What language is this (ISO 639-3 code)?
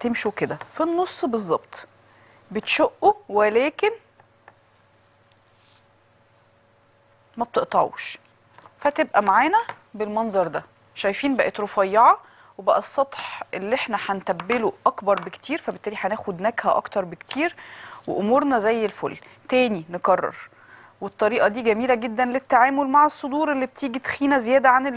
arz